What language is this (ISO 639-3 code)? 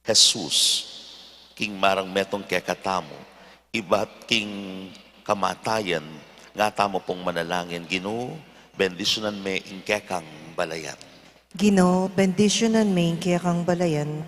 pam